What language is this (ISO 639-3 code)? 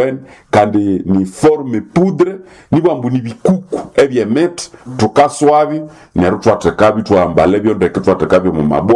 nnb